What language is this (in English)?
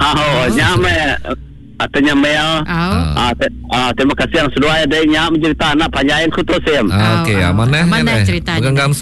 Iban